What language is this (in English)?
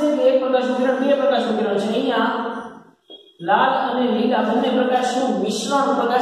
Gujarati